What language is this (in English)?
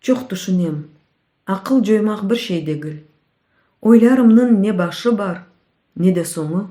Crimean Tatar